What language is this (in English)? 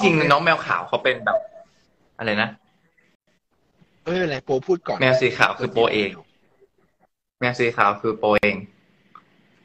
Thai